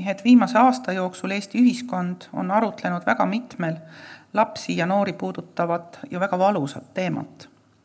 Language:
Estonian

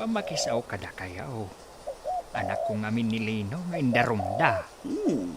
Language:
Iloko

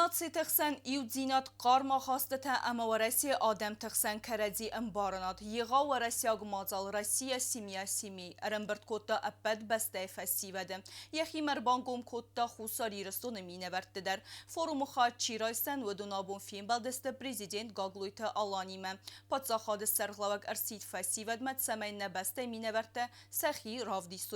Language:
Ossetic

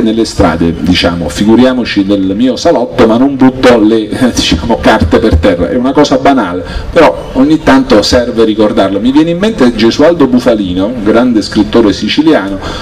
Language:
Italian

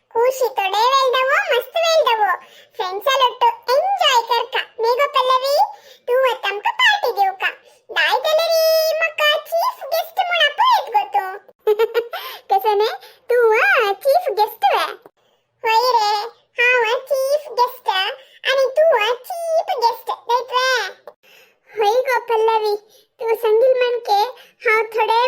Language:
Konkani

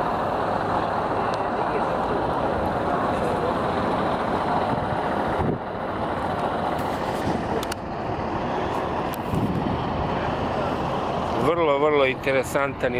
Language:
Serbian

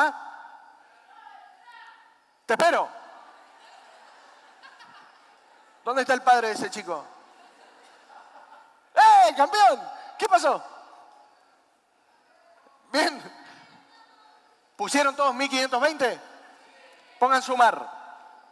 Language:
Spanish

